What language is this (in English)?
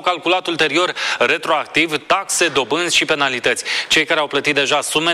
Romanian